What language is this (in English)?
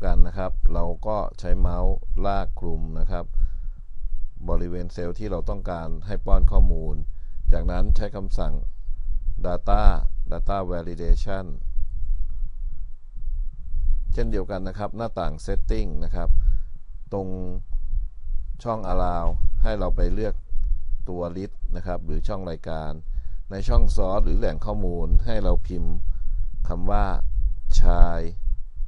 Thai